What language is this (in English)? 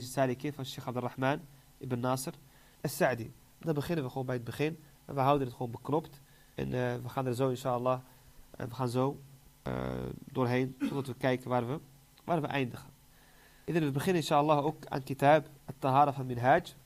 Dutch